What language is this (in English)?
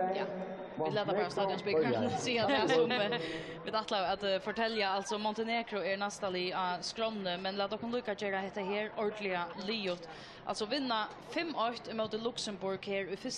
Faroese